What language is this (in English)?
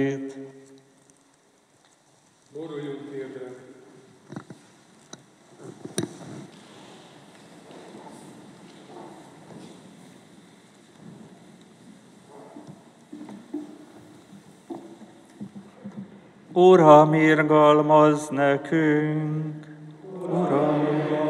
Hungarian